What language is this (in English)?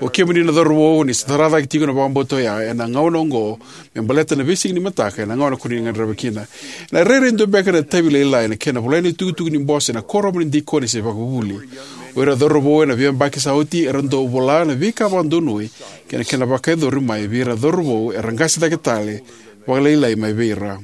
Fijian